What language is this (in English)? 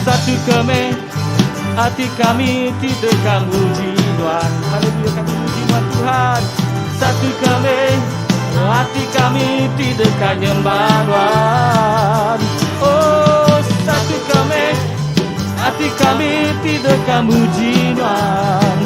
Iban